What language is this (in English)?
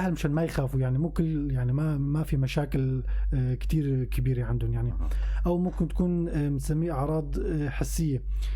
North Levantine Arabic